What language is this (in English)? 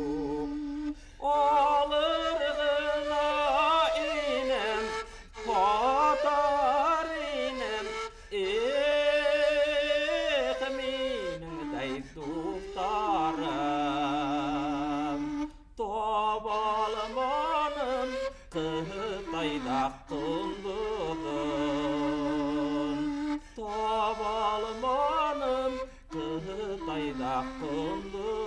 Bashkir